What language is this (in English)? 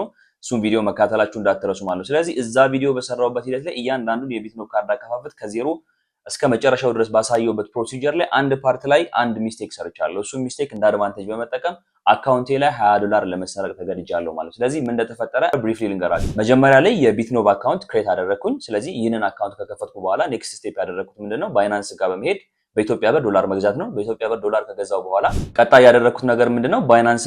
Amharic